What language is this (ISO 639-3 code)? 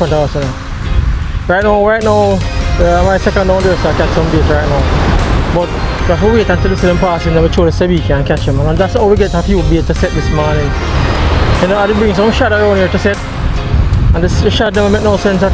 jam